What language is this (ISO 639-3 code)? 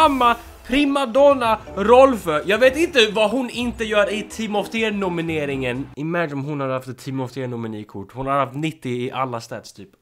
swe